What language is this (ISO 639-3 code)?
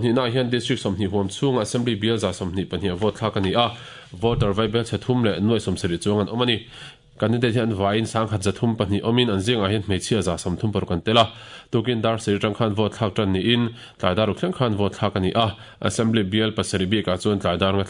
lus